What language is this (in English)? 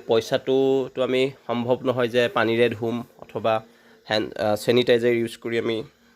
Assamese